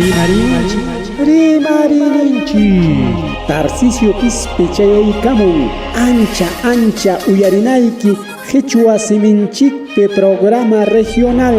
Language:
Ayacucho Quechua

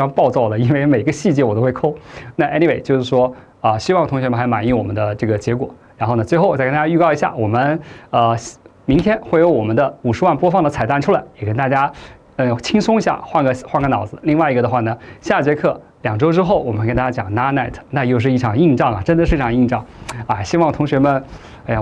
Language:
Chinese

